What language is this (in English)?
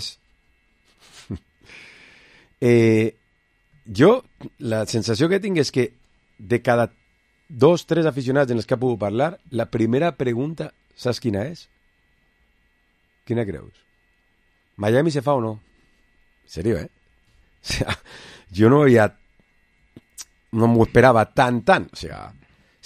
Catalan